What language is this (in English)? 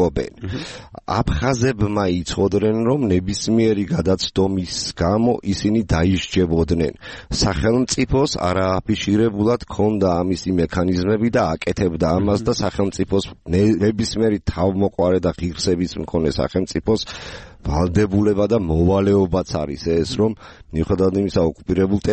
Georgian